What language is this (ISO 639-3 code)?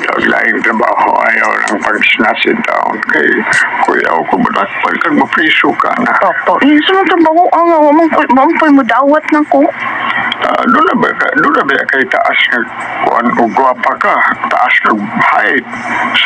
ceb